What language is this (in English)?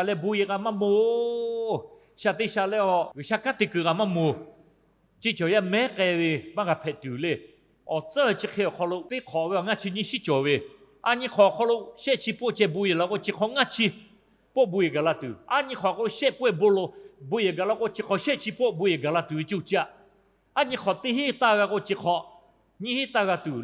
Lahu